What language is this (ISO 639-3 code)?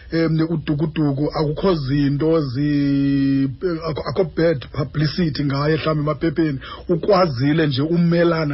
xho